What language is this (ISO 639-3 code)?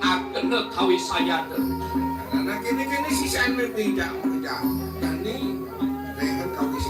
ban